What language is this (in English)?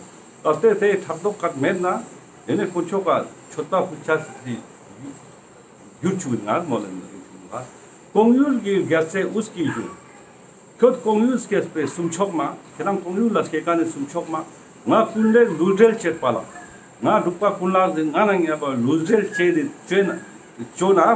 Ladakhi